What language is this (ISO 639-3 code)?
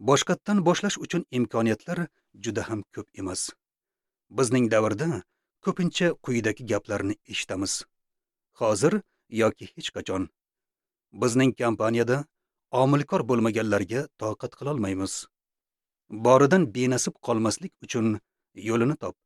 uzb